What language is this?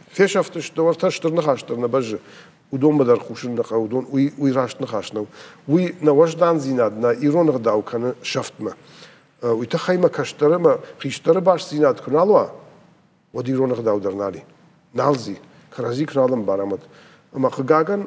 Ossetic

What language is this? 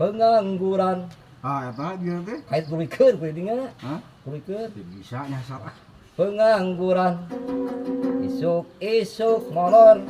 Sundanese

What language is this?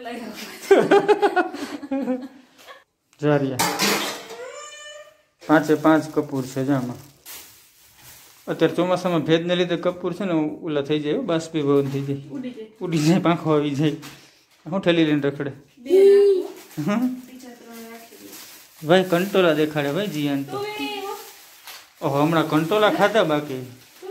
Gujarati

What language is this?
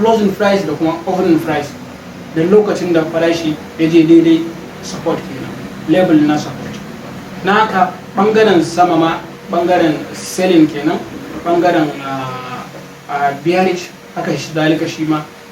Hausa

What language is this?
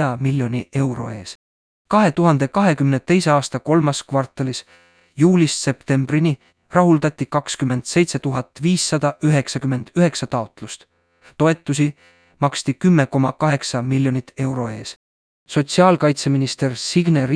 Estonian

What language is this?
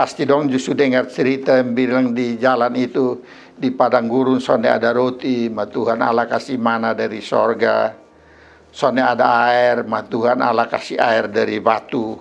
Kupang Malay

